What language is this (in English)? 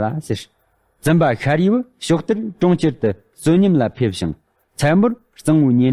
Tibetan